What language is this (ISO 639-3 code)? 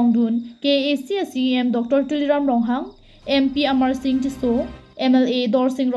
mjw